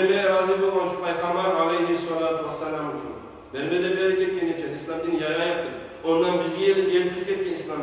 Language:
Kumyk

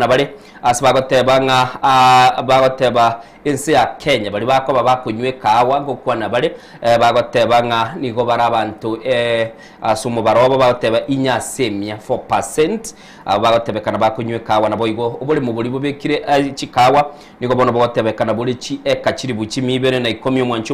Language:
Gusii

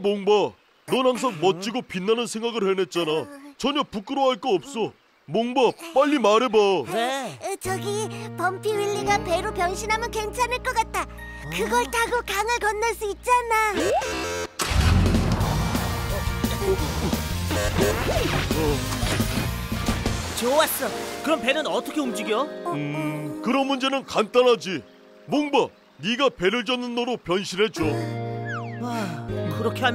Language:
Korean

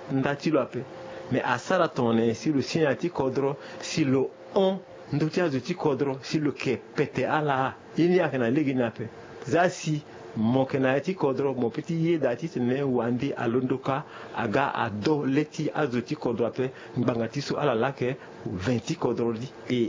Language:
Sango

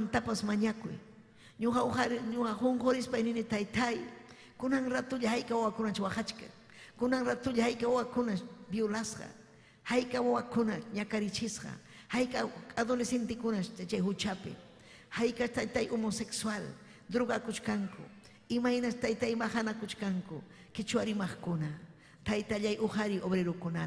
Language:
Ayacucho Quechua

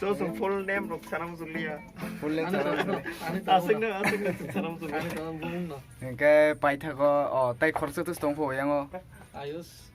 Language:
Kok Borok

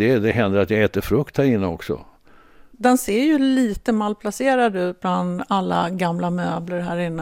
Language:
Swedish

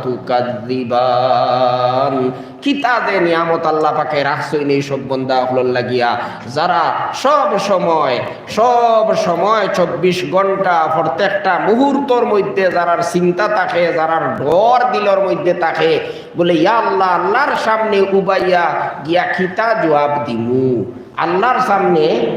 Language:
Sylheti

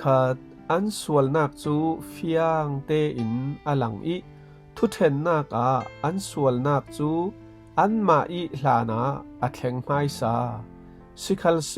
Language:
Falam Chin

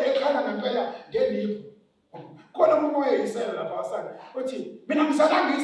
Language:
Zulu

